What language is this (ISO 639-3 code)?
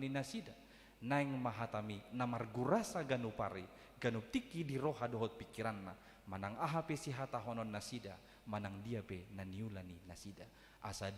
bbc